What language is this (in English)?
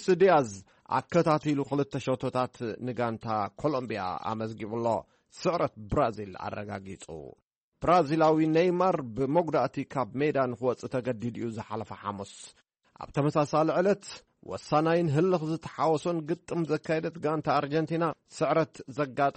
Tigrinya